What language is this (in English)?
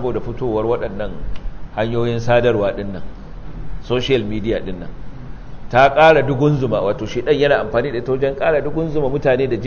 Hausa